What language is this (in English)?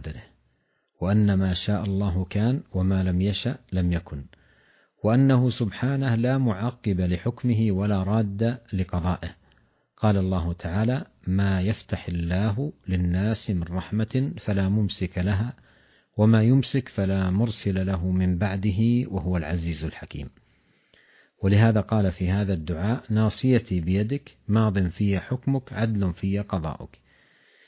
Arabic